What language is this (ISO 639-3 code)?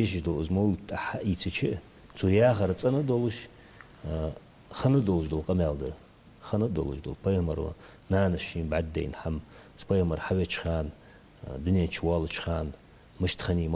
inh